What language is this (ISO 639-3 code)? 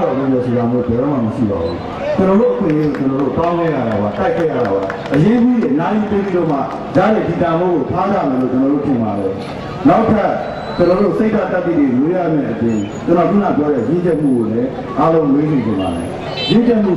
mya